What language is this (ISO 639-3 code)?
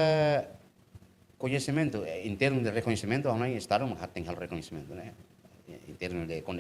tet